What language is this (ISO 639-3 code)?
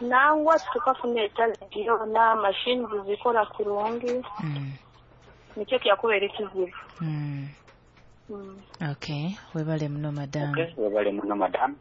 nyo